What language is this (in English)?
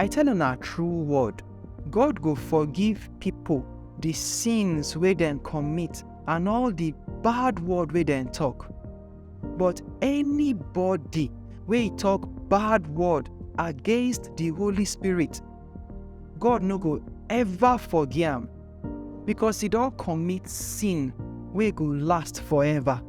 Nigerian Pidgin